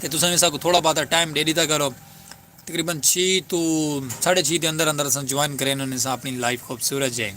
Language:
Saraiki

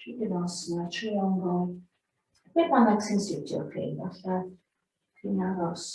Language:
Welsh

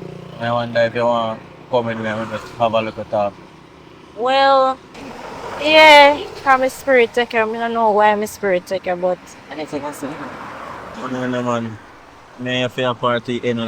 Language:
Jamaican Creole English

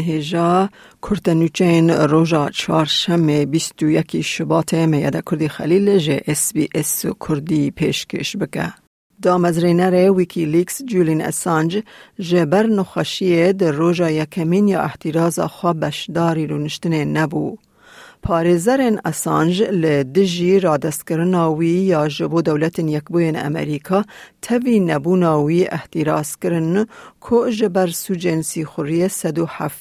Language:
Kurdish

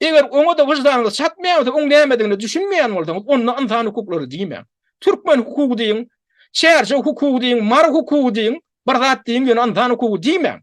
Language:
Turkmen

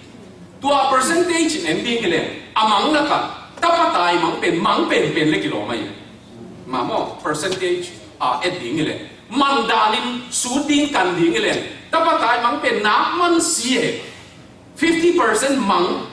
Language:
Tedim Chin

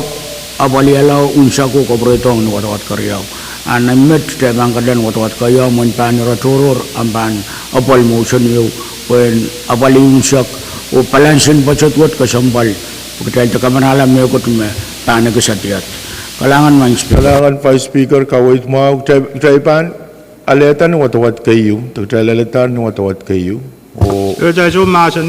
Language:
Pohnpeian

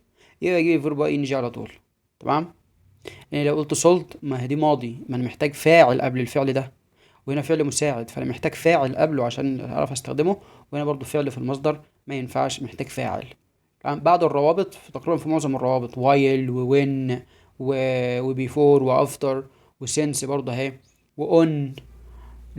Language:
Egyptian Arabic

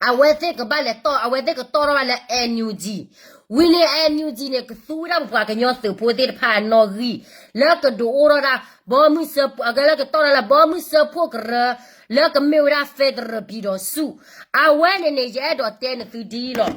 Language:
S'gaw Karen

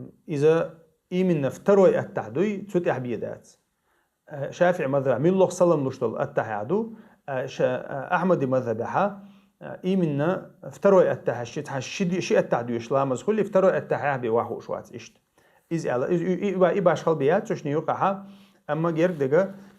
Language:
Chechen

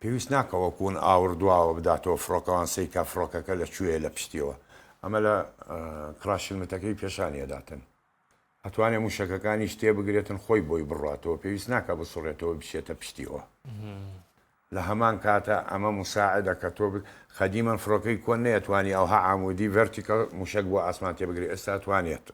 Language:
Central Kurdish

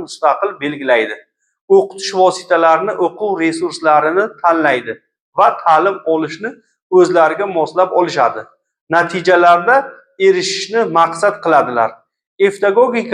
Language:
Uzbek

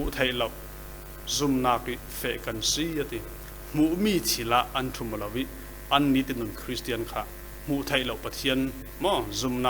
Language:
Falam Chin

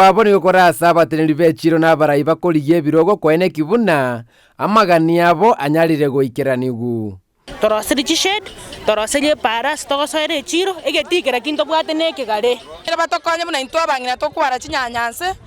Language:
Gusii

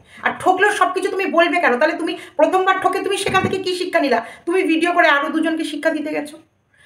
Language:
Bangla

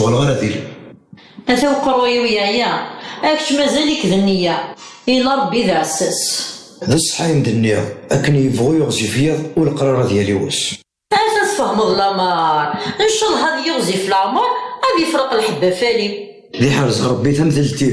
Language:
Kabyle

